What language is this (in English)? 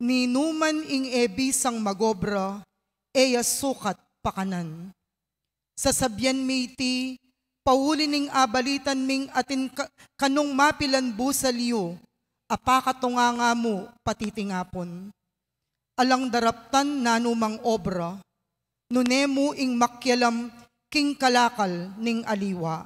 Pampanga